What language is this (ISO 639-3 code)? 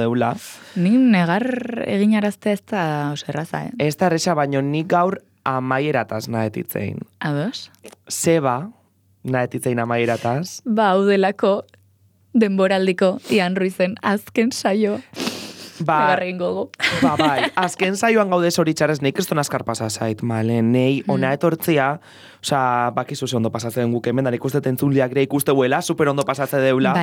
eus